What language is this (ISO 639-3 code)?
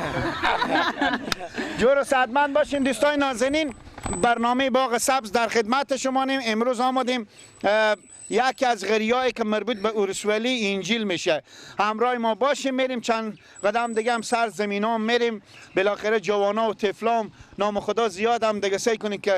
fas